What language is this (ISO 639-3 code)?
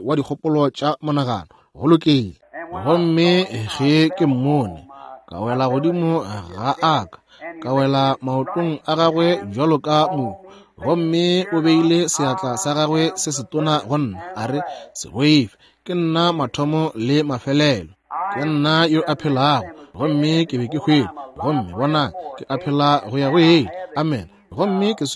nso